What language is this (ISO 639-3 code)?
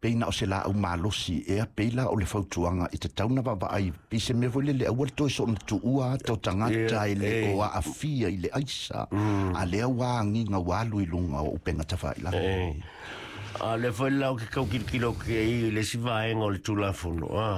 smo